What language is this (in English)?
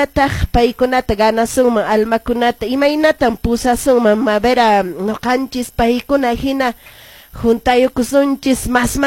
Quechua